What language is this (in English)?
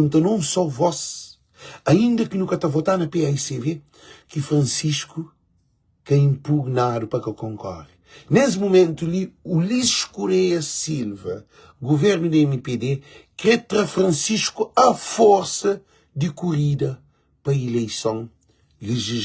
Kabuverdianu